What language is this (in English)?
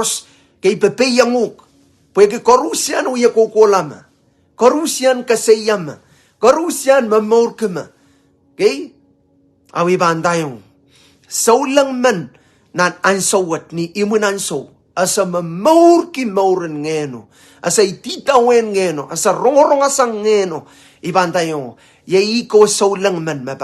Pohnpeian